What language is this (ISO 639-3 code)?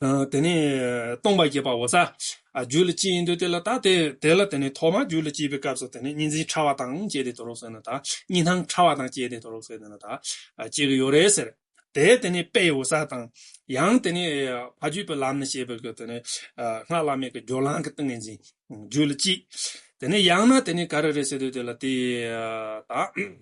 bod